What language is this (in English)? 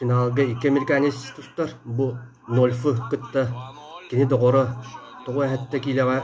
Yakut